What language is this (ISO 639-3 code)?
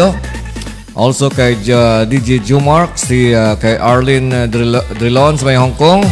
hil